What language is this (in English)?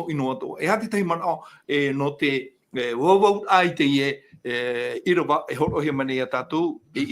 Tahitian